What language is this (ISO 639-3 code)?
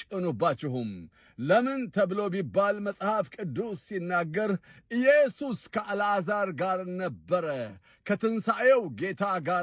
amh